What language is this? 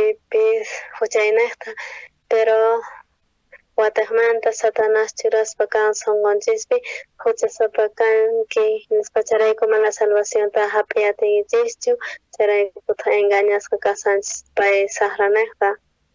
South Bolivian Quechua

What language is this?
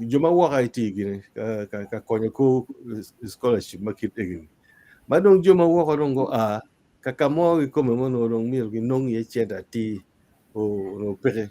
Acoli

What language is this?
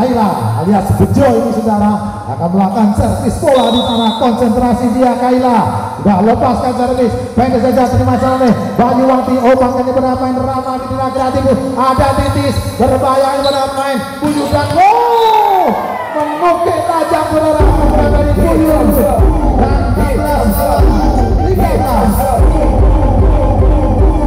Indonesian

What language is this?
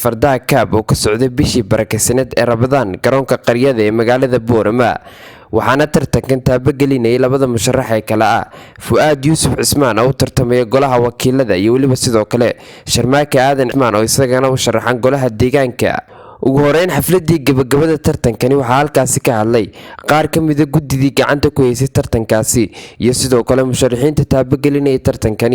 Somali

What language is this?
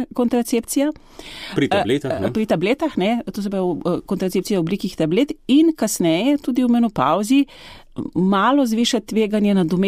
Slovenian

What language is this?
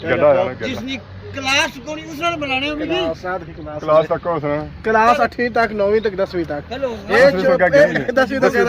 Pahari-Potwari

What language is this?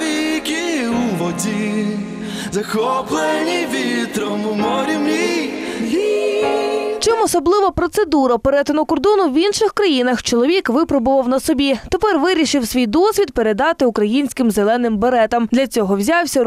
Ukrainian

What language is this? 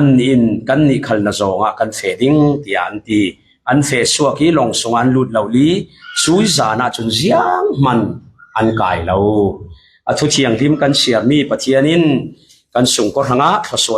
Falam Chin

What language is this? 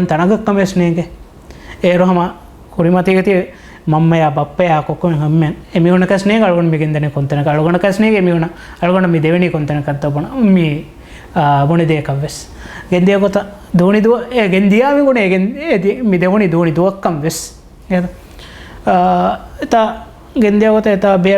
Divehi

